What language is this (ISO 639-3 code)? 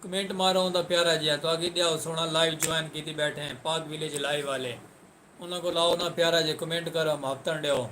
skr